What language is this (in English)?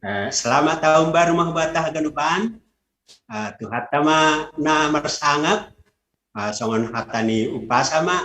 Batak Simalungun